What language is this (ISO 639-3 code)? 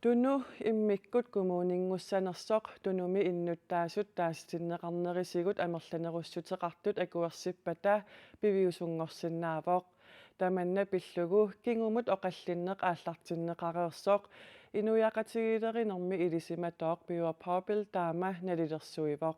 kal